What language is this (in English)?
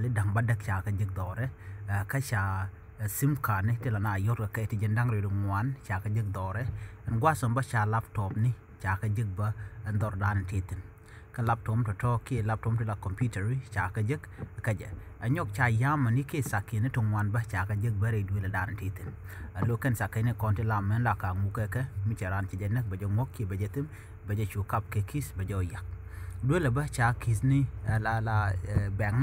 Nuer